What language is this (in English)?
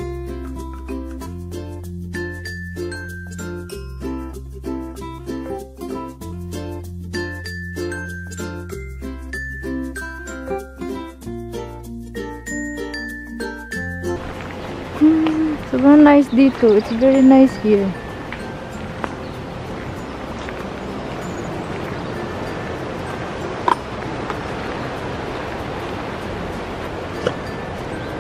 Filipino